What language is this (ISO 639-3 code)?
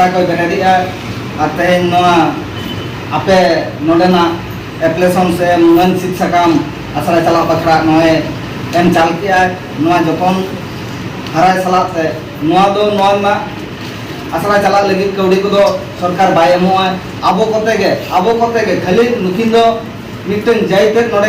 sat